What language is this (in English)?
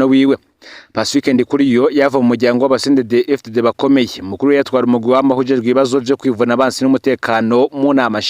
Rundi